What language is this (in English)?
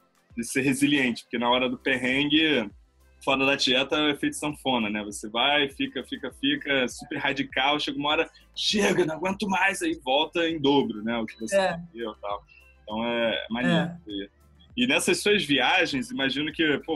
Portuguese